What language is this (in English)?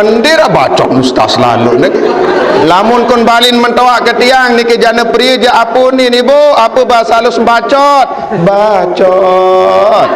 Sasak